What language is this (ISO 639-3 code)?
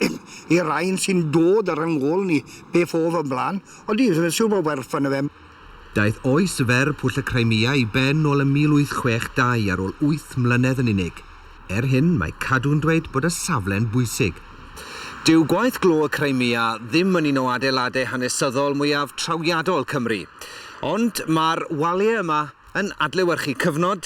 cym